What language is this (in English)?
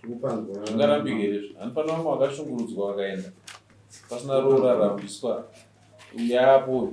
Shona